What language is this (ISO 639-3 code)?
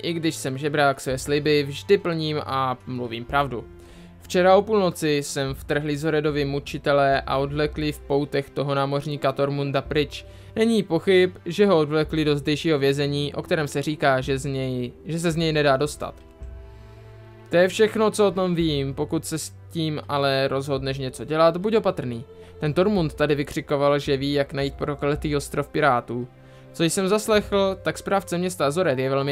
ces